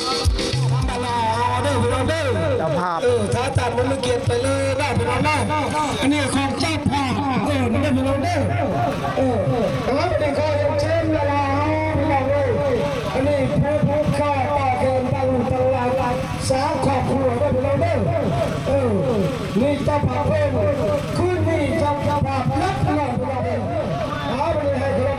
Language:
Lao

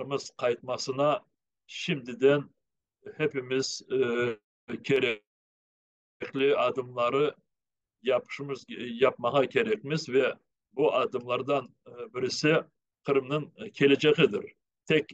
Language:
Crimean Tatar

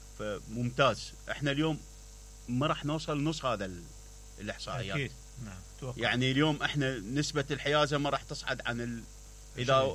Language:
Mesopotamian Arabic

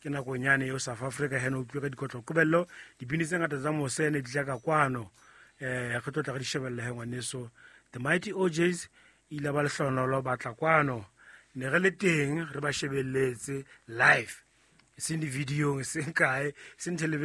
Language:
Southern Sotho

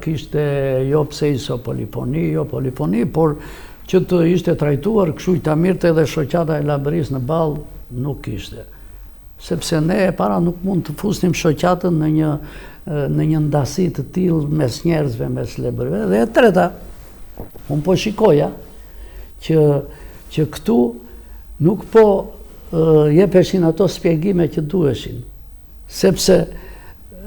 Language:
Albanian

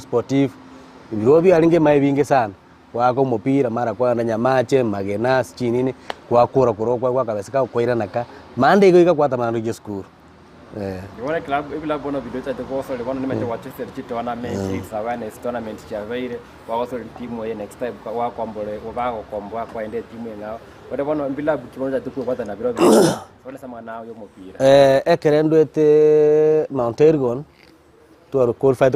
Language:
Gusii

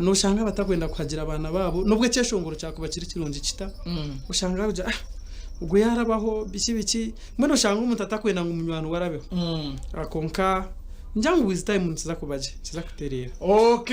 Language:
Nyankole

